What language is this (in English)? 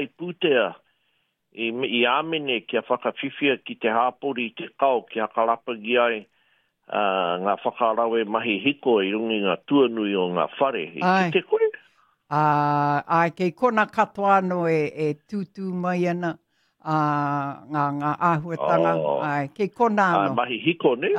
Māori